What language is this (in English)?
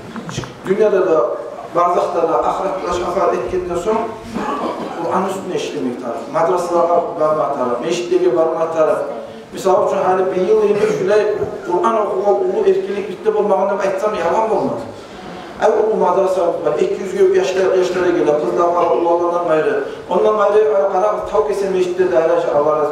Kumyk